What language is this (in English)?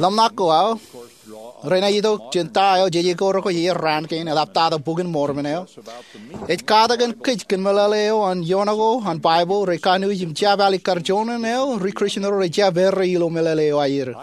Marshallese